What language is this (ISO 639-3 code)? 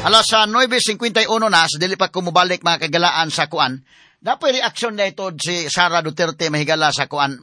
ceb